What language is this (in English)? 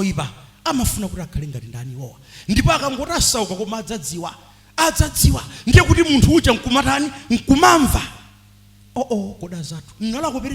Nyanja